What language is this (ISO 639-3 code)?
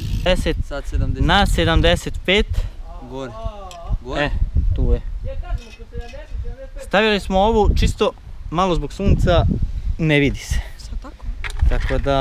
srp